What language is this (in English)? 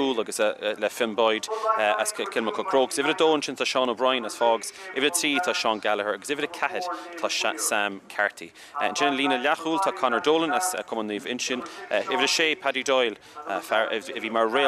Irish